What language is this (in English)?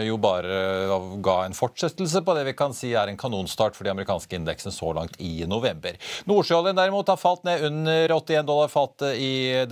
Norwegian